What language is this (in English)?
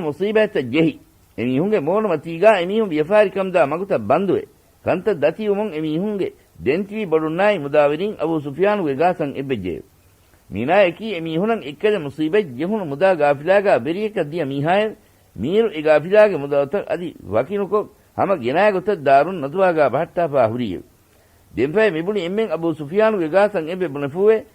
Divehi